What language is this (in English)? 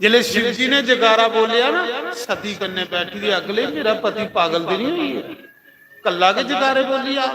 Dogri